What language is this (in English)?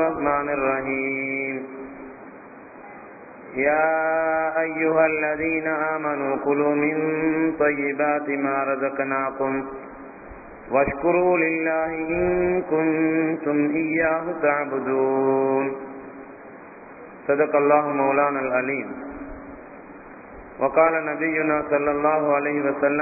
Tamil